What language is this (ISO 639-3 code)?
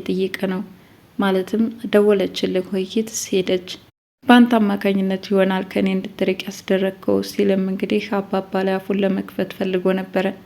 amh